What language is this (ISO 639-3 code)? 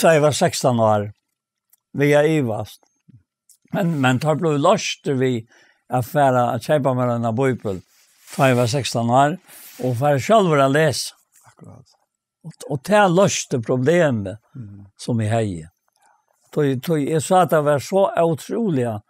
fao